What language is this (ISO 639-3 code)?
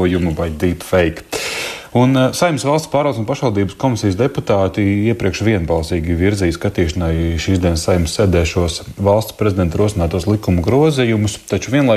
lav